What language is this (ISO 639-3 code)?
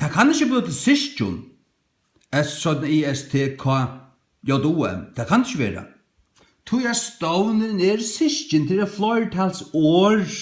fao